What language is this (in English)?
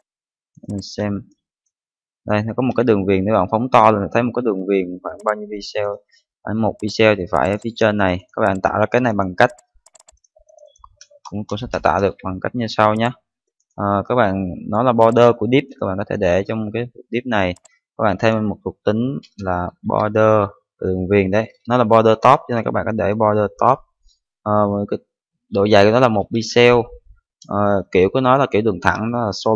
Vietnamese